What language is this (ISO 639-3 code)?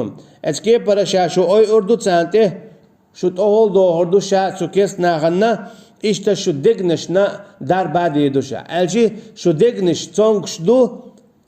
che